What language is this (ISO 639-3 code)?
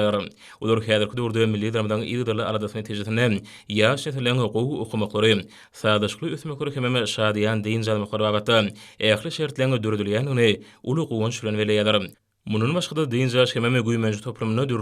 tuk